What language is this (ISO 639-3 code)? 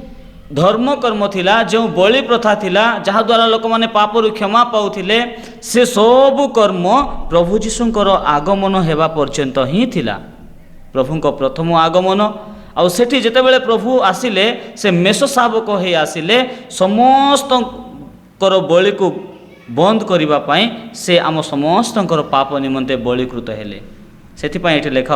ori